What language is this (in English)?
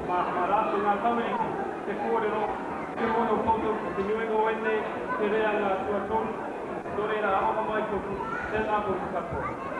Māori